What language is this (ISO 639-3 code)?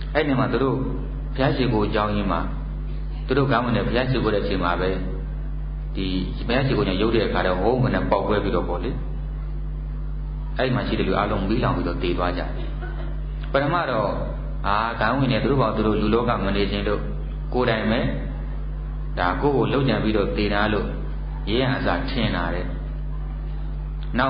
mya